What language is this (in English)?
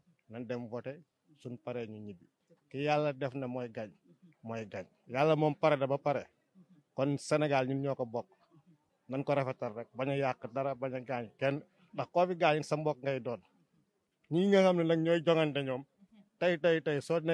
Wolof